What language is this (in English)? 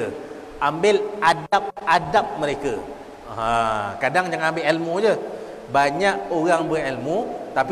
Malay